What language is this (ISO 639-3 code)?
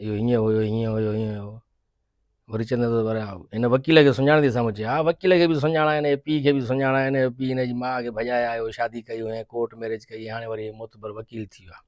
snd